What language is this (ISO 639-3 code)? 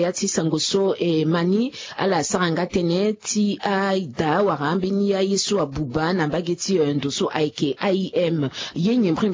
sag